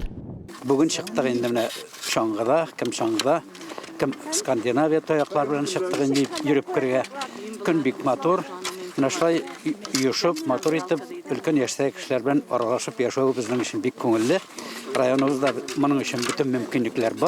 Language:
Tatar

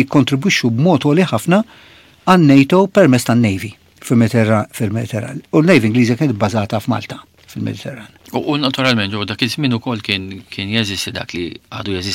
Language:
Maltese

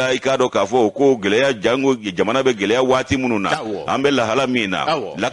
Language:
Bambara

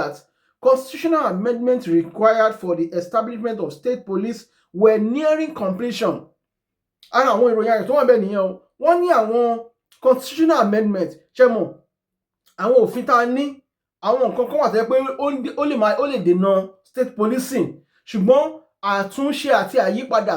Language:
Yoruba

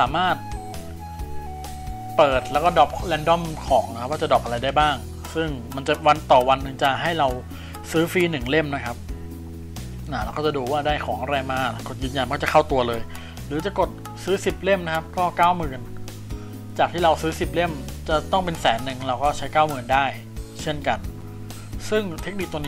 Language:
Thai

